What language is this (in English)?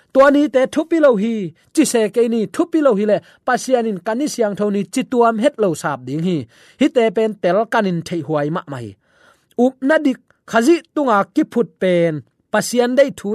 Tedim Chin